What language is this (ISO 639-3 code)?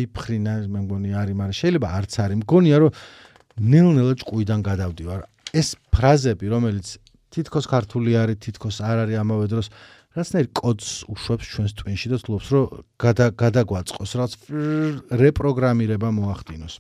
kat